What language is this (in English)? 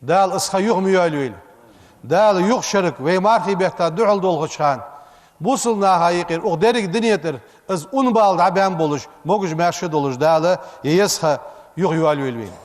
Ingush